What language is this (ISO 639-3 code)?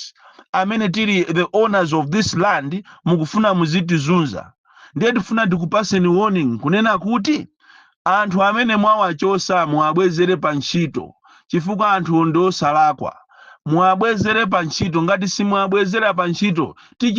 nya